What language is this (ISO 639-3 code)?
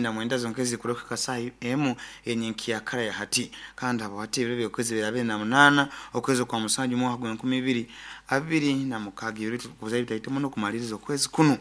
nyo